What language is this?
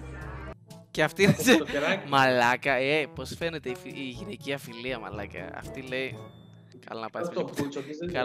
Greek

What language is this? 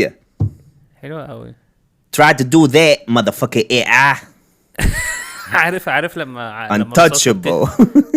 Egyptian Arabic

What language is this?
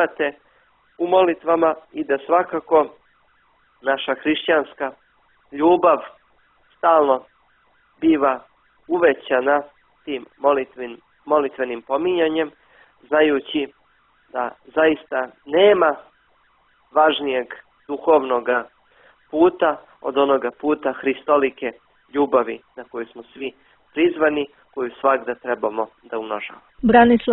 Serbian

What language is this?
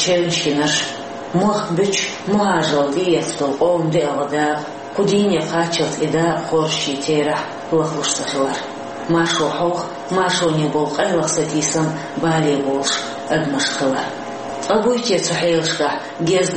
Chechen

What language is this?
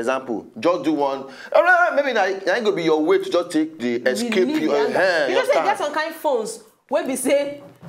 Nigerian Pidgin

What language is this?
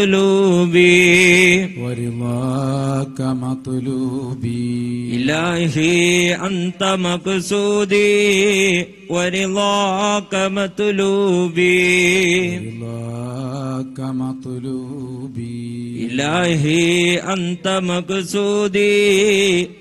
Malayalam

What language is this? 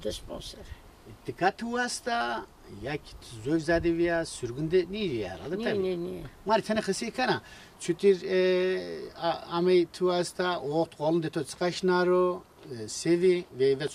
Zaza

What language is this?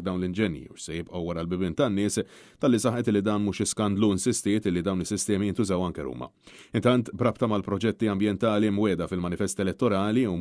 Maltese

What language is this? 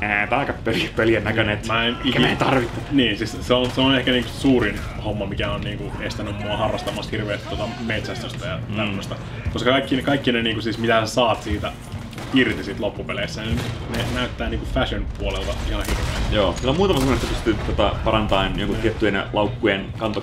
Finnish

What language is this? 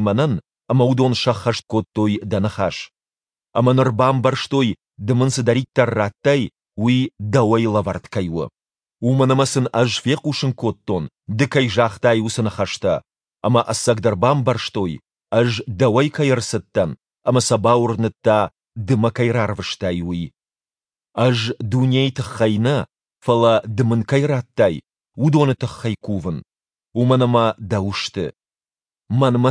Ossetic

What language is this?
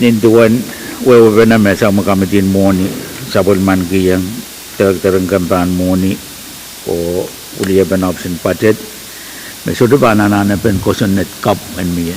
Pohnpeian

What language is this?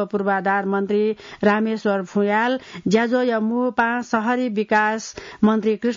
Newari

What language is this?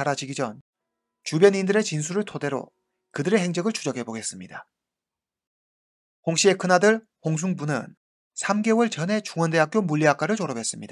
Korean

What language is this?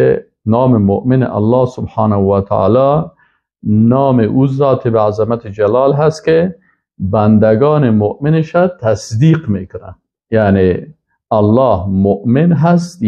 Persian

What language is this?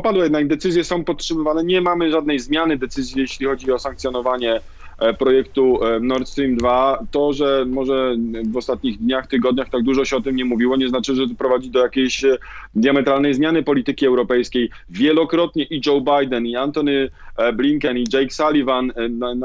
Polish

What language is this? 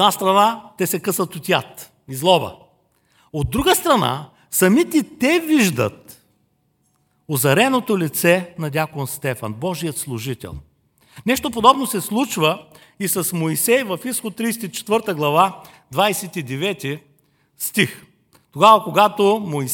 Bulgarian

